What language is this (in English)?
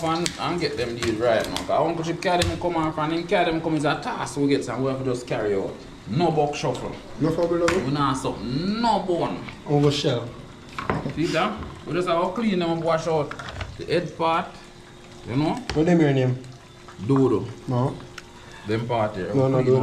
Jamaican Creole English